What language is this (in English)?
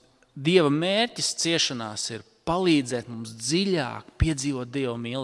Latvian